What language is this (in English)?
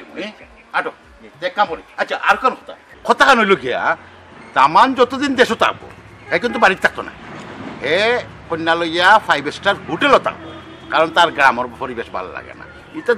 Sylheti